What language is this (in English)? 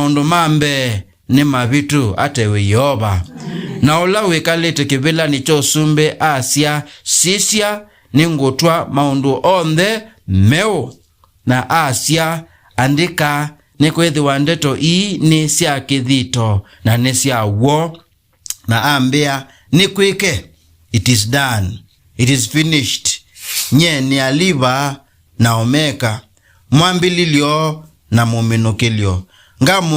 Kamba